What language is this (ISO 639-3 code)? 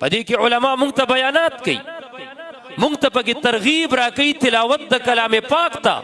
pus